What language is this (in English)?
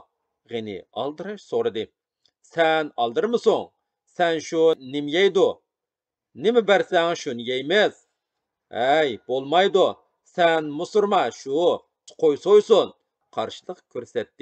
Uyghur